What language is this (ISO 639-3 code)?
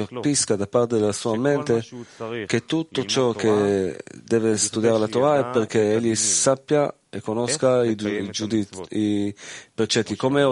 ita